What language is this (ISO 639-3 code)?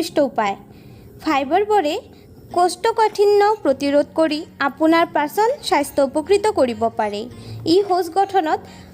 asm